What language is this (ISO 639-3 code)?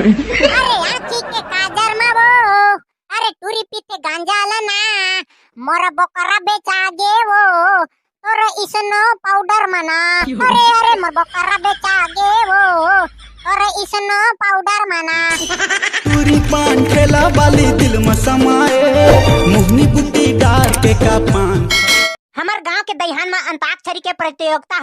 hne